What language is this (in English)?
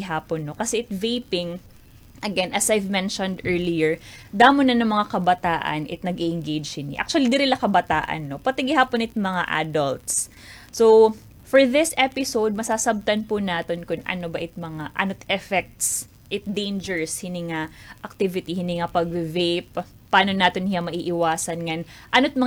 Waray